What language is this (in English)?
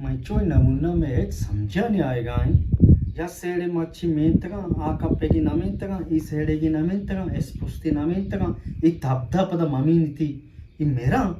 Eastern Balochi